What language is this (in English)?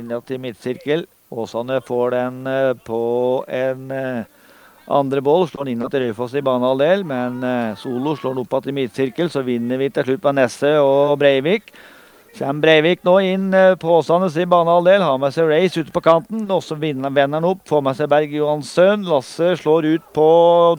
Norwegian